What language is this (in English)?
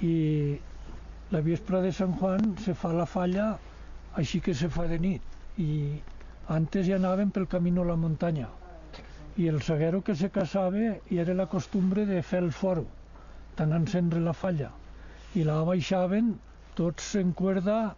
Aragonese